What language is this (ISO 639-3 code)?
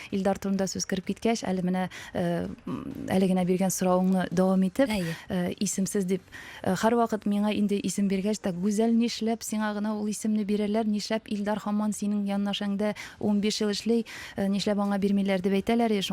tat